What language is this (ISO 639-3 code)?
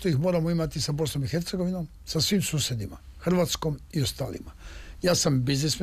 srp